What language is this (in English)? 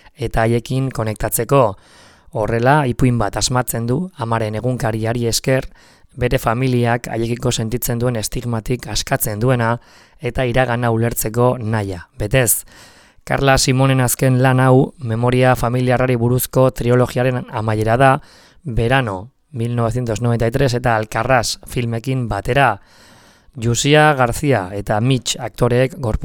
Basque